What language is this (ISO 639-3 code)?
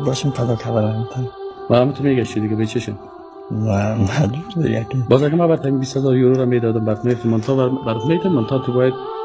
fas